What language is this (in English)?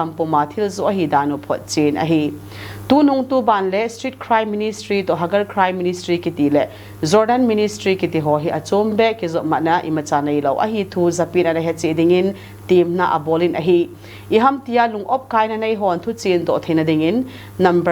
Thado Chin